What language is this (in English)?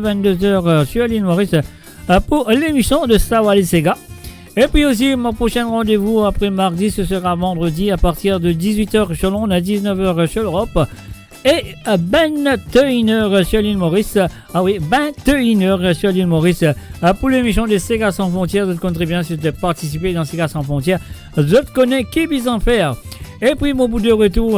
Morisyen